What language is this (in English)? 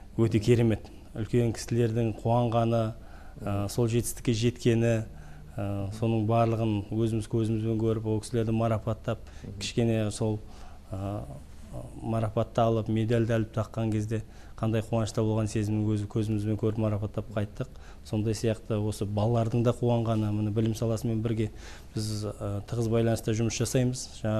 Kazakh